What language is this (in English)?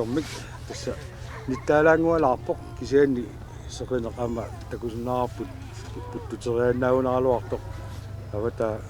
Kalaallisut